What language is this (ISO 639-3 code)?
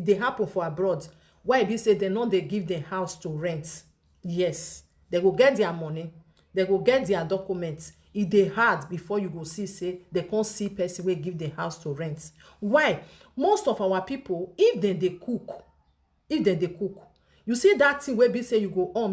pcm